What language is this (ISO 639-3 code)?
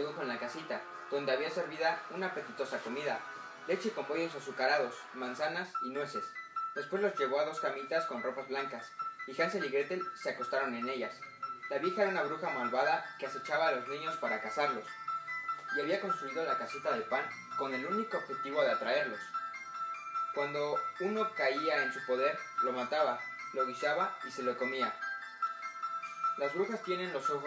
spa